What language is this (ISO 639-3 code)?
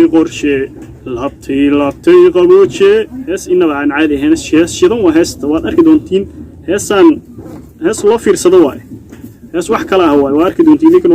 som